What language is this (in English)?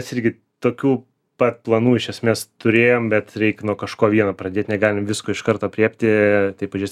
Lithuanian